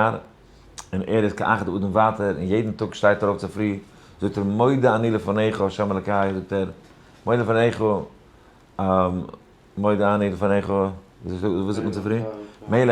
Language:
Yiddish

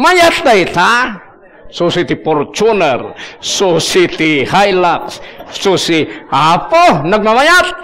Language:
Iloko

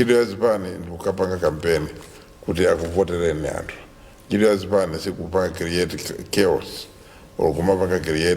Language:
Nyanja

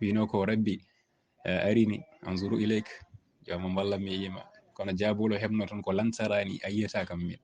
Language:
Fula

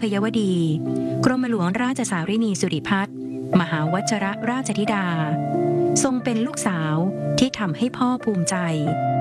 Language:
Thai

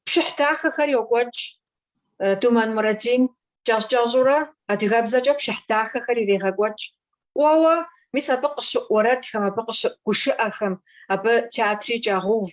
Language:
Kabardian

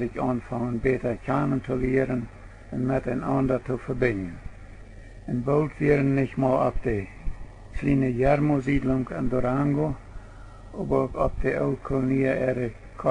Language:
Plautdietsch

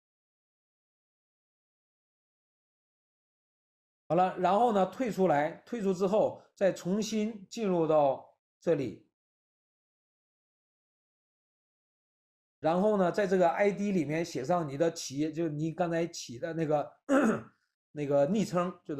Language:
Chinese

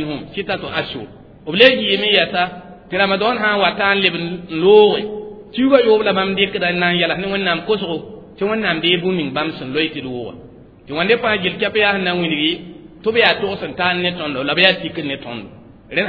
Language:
Mossi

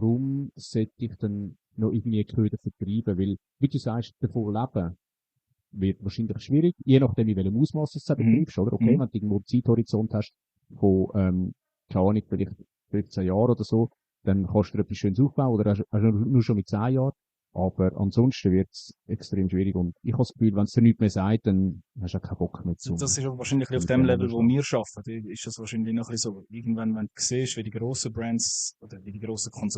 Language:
Swiss German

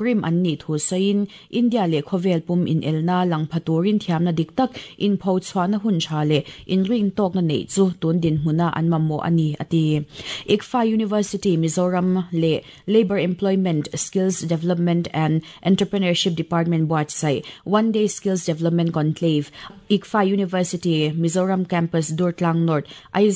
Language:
Mizo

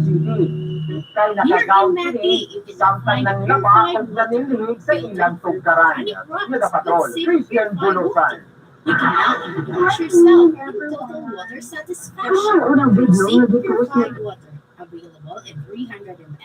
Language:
Cebuano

